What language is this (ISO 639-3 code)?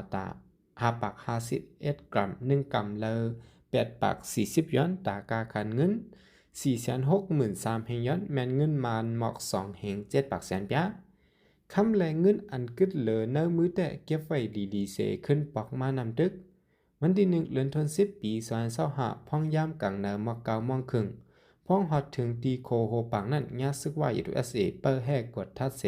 shn